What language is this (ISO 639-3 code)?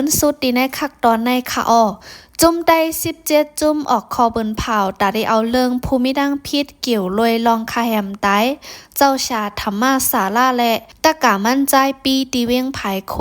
shn